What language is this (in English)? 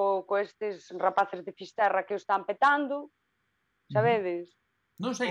Galician